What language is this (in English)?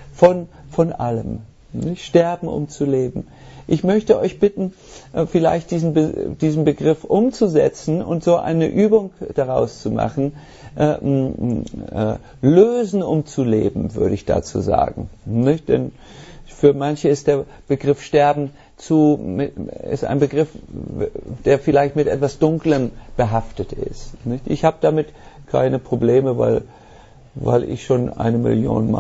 German